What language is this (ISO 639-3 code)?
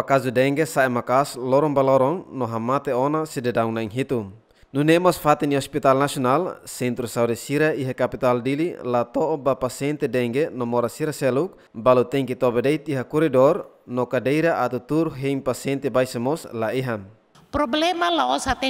tet